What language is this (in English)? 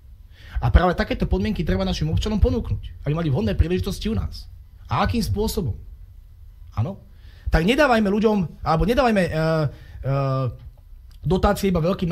Slovak